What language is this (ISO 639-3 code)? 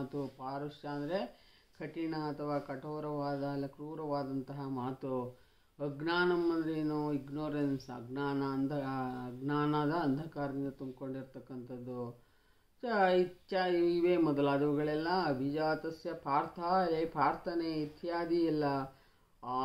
kan